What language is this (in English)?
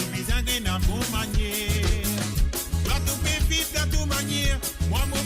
Morisyen